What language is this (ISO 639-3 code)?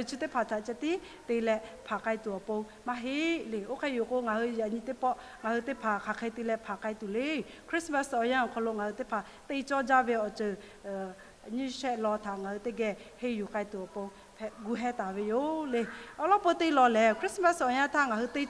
lhu